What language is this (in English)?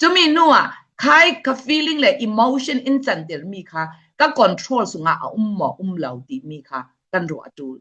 Falam Chin